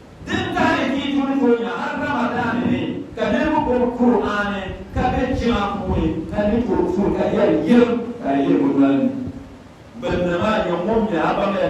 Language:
Dagbani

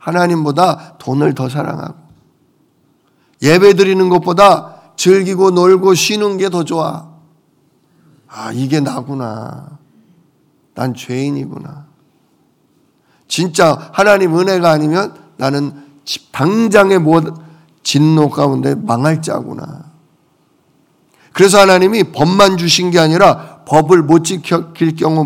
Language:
Korean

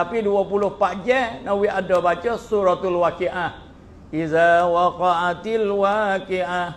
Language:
Malay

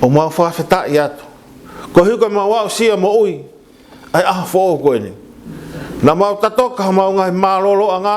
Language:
Tongan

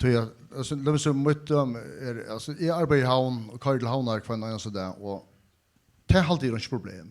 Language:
Faroese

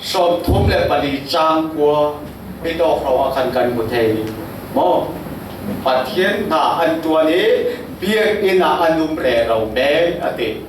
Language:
Falam Chin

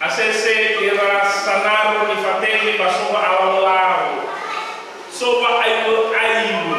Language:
Nias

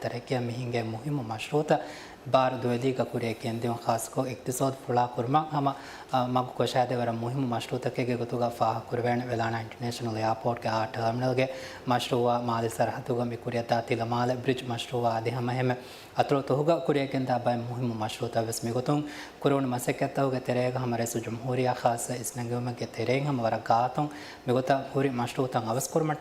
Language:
Divehi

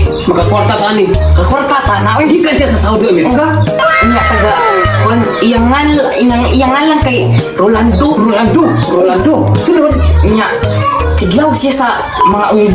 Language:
Cebuano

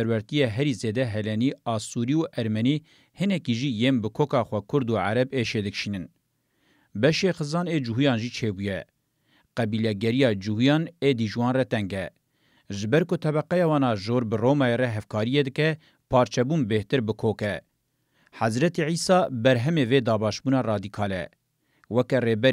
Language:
Kurdish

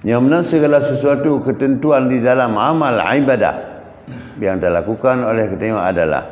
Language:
Achinese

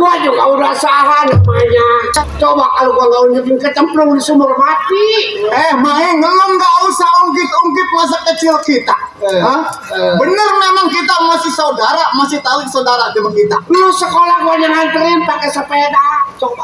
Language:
Betawi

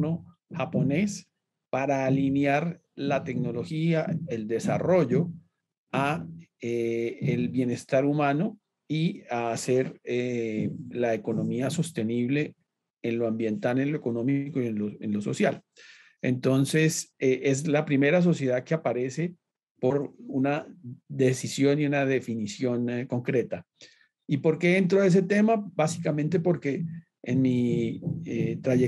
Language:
Spanish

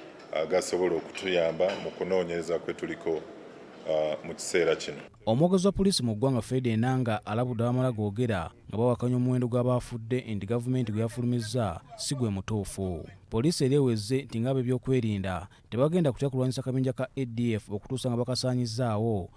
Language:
Ganda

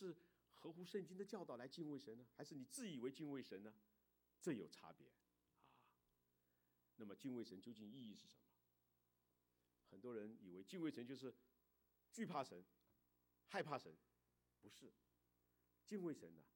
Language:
Chinese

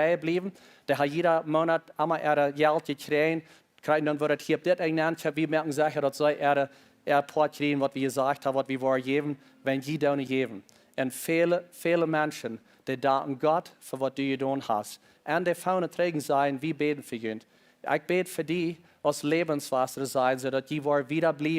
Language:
Plautdietsch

